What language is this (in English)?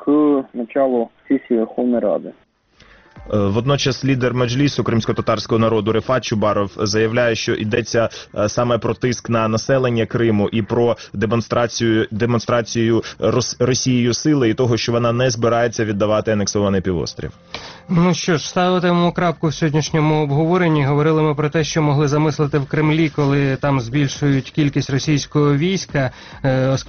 Ukrainian